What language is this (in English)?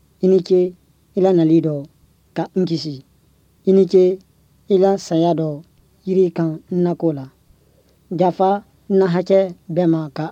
Bambara